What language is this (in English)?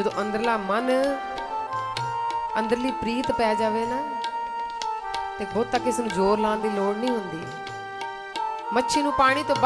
Punjabi